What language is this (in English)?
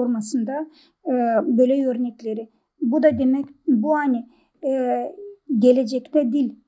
Gagauz